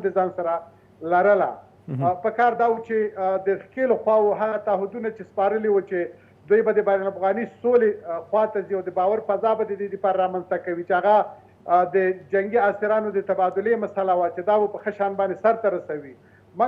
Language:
Pashto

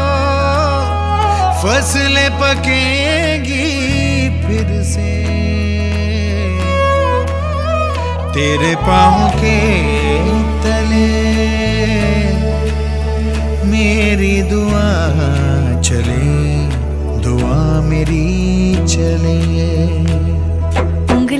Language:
Hindi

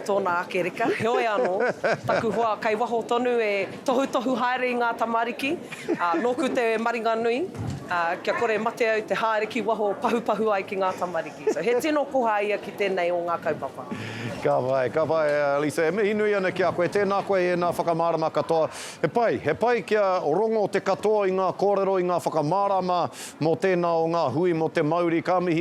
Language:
Māori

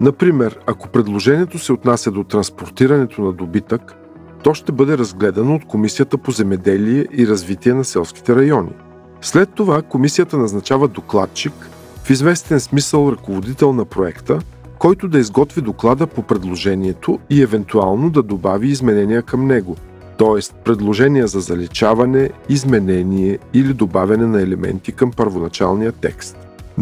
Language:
Bulgarian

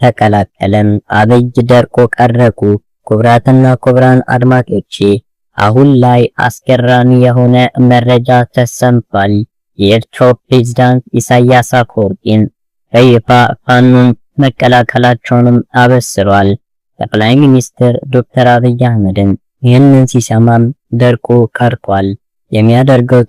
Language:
Amharic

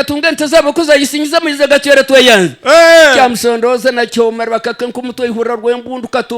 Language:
Nyankole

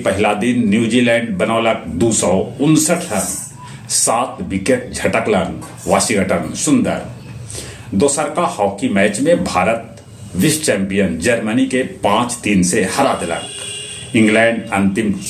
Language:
Magahi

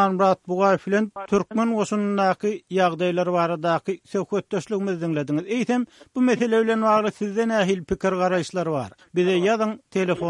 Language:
Turkmen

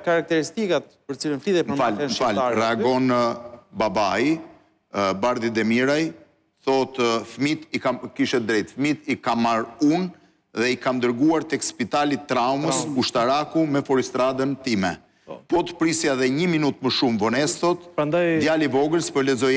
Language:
Albanian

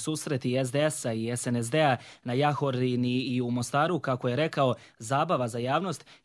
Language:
Croatian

